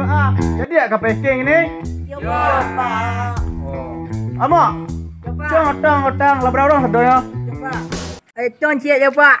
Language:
Minangkabau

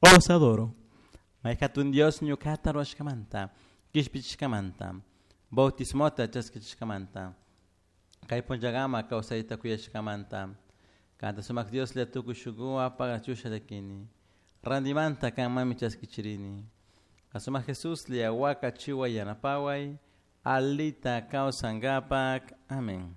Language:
Chimborazo Highland Quichua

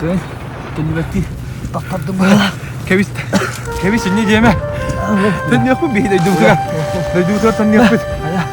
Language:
Yakut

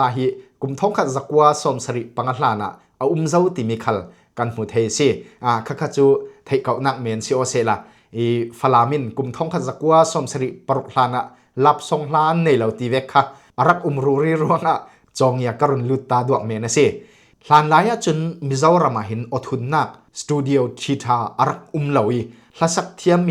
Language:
Falam Chin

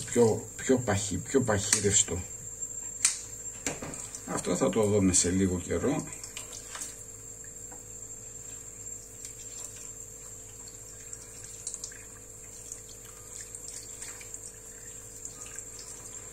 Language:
Greek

